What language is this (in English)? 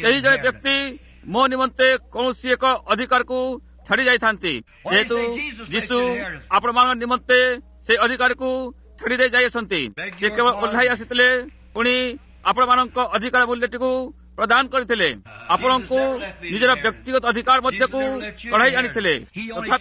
Odia